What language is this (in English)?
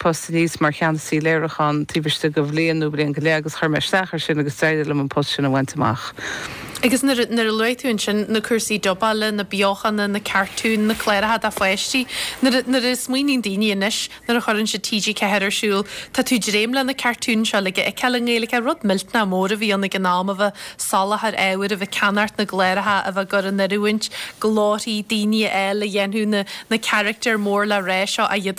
Irish